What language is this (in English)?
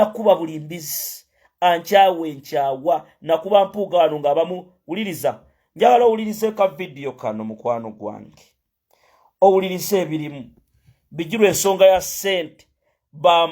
Ganda